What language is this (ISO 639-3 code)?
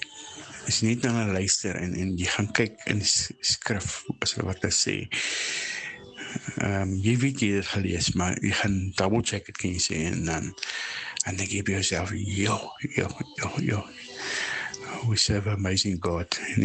afr